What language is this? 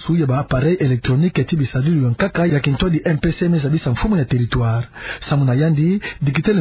Kituba (Democratic Republic of Congo)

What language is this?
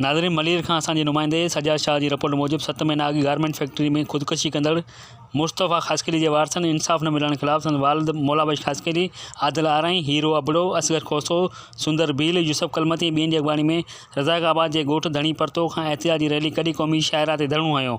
Sindhi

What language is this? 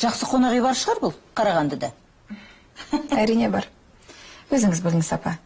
Kazakh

